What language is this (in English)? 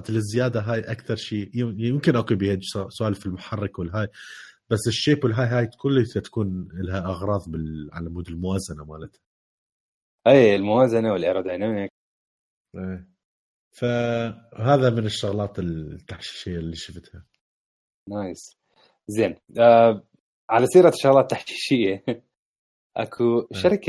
Mesopotamian Arabic